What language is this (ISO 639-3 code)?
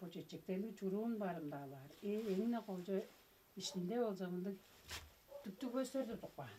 tyv